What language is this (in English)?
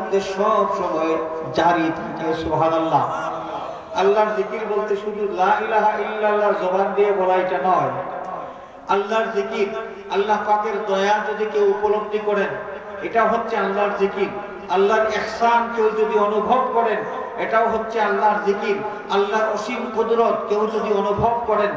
Bangla